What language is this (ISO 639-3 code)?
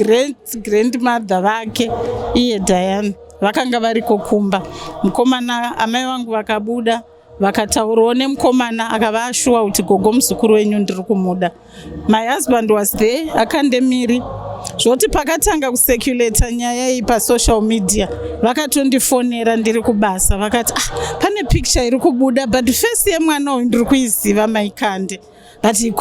sna